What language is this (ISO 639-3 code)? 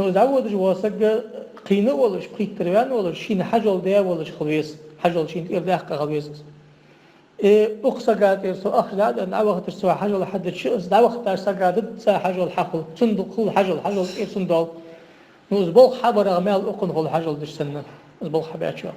inh